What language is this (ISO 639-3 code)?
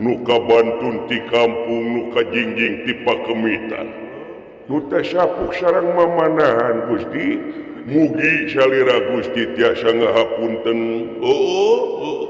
sun